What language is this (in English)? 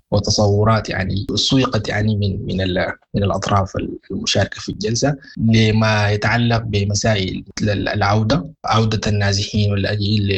Sudanese Arabic